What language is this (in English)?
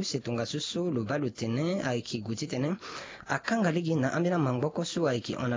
Sango